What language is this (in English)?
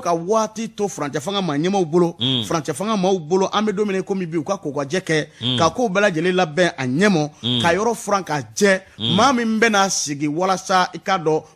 Bambara